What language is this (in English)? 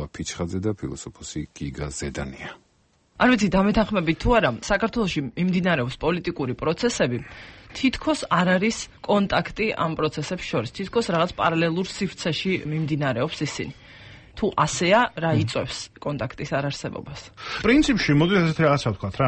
Georgian